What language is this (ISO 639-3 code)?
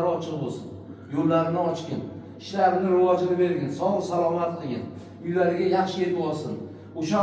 uzb